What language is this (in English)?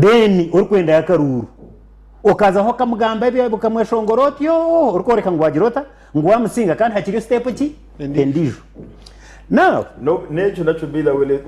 Nyankole